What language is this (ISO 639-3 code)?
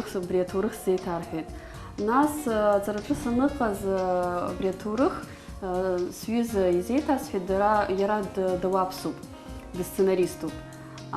abk